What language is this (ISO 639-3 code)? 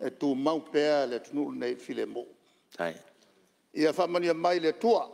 smo